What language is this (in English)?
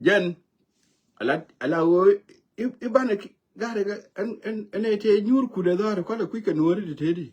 Nuer